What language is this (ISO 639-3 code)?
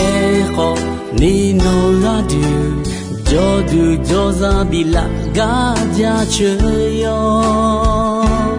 ahk